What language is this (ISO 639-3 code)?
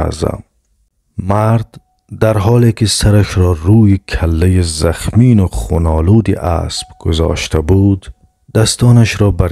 tgk